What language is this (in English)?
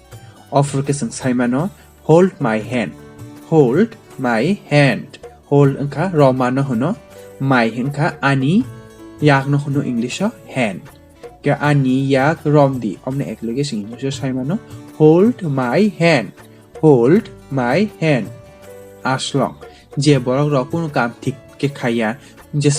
Kok Borok